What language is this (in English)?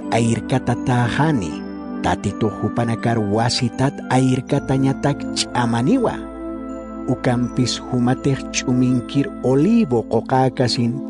Aymara